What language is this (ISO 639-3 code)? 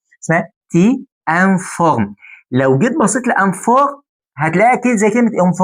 arz